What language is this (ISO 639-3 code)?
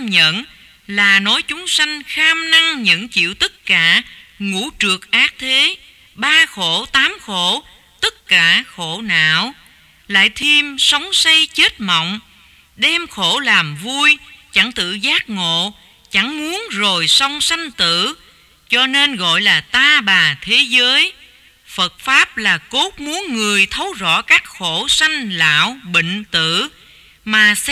vie